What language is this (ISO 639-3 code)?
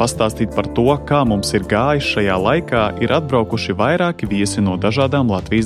lav